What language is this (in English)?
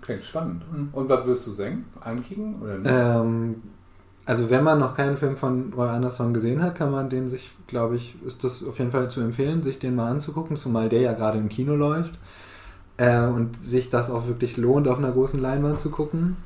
Low German